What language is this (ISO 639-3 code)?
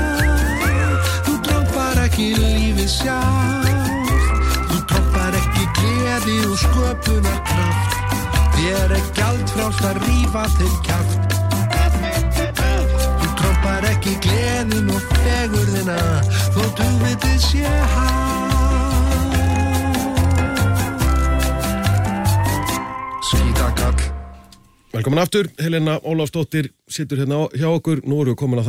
isl